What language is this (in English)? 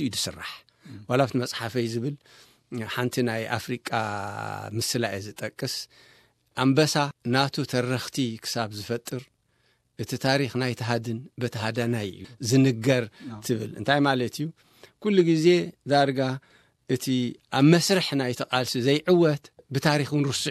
Tigrinya